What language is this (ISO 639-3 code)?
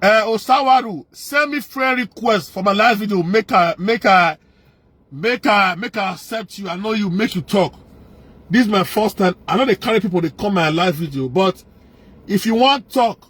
pcm